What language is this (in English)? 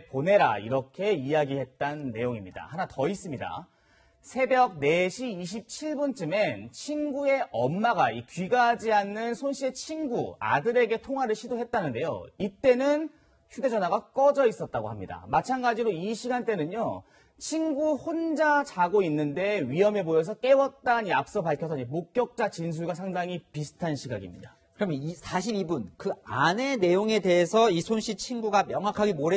Korean